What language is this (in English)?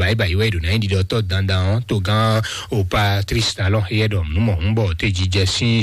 Fon